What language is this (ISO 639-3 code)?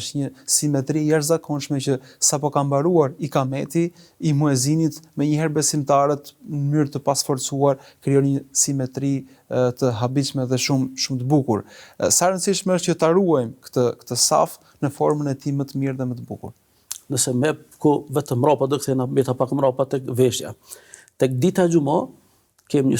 sqi